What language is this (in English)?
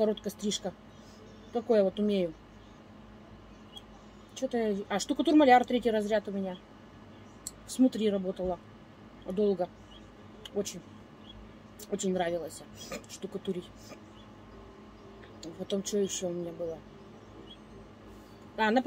Russian